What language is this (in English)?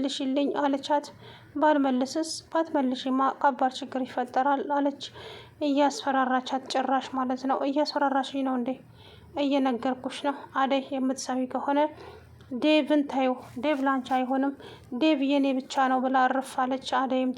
Amharic